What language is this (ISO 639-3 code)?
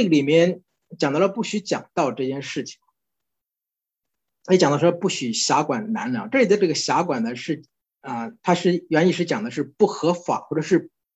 zho